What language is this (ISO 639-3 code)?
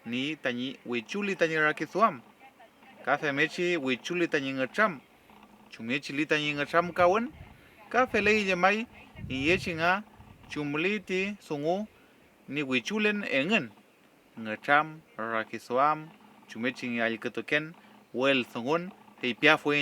arn